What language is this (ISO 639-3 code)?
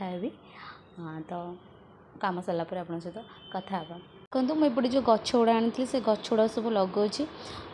ori